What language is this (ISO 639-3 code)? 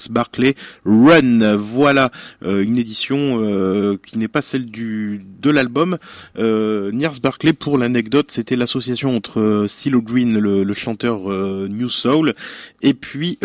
fra